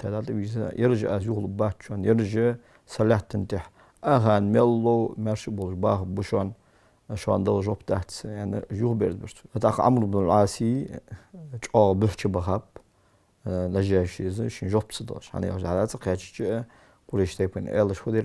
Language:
Ingush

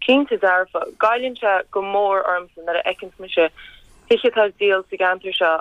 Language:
Irish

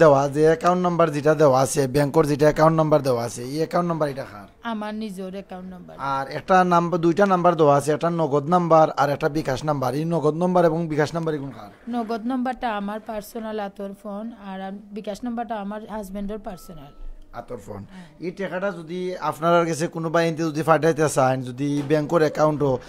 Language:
Sylheti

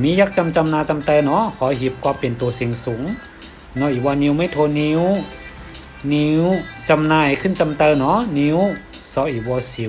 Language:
Shan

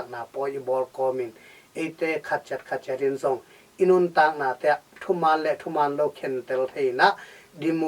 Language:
Tedim Chin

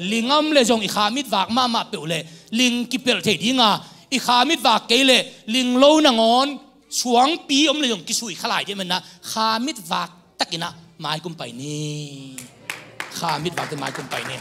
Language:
Tedim Chin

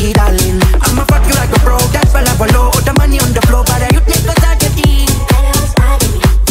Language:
Hungarian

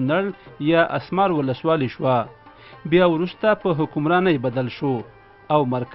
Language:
Pashto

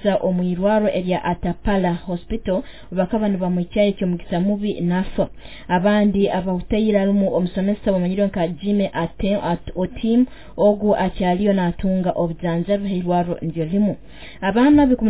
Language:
Nyoro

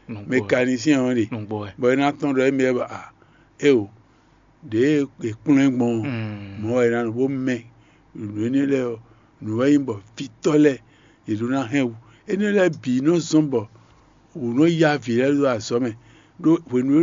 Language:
Fon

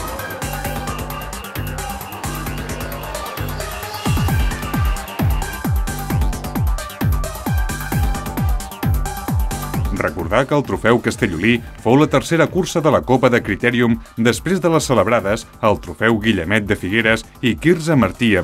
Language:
Catalan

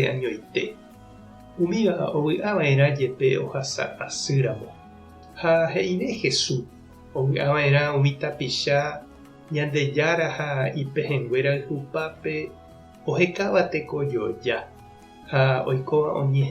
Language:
Guarani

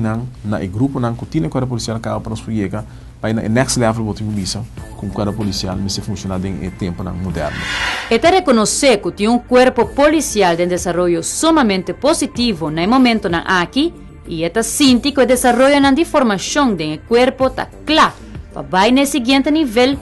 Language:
Papiamento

